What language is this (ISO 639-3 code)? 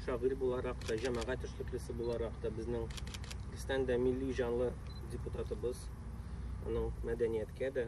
tat